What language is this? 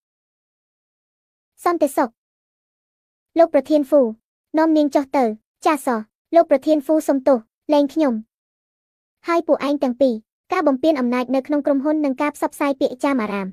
Khmer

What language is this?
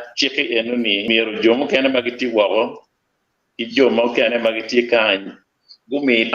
Acoli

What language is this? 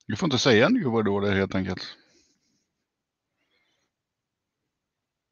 Swedish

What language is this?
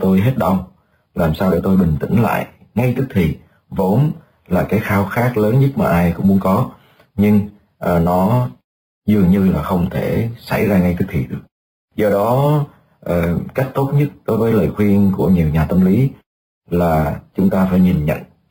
Vietnamese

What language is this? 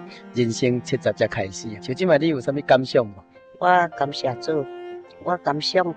Min Nan Chinese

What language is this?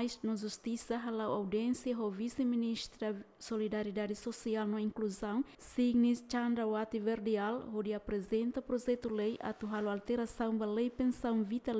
Tetum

